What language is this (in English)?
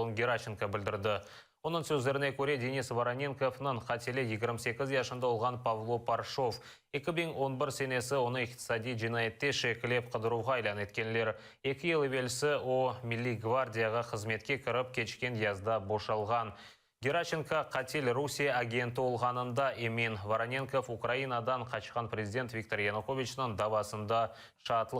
Crimean Tatar